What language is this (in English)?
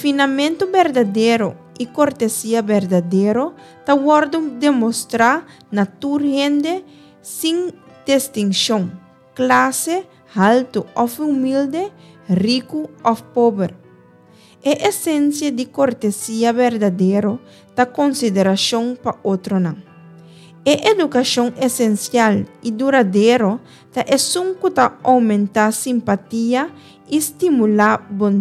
Papiamento